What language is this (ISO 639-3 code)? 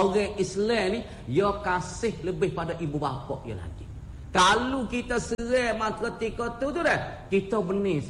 msa